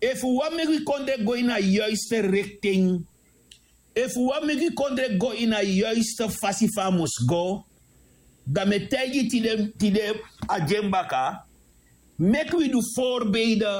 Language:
Sranan Tongo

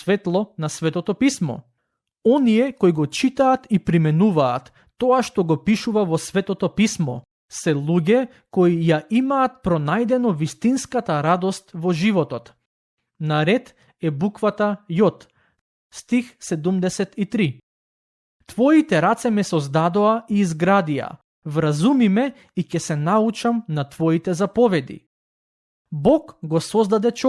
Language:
Macedonian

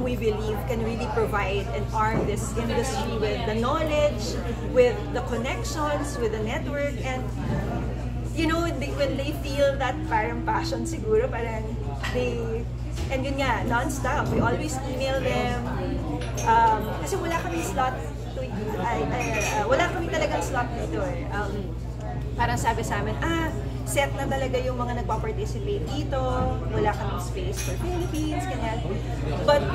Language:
Filipino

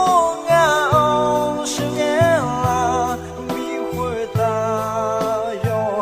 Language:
Akha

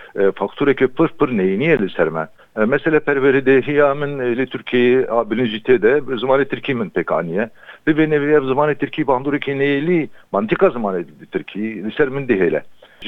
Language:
Kurdish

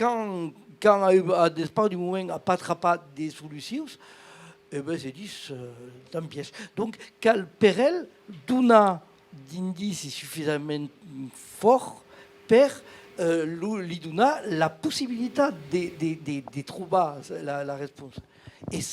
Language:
Occitan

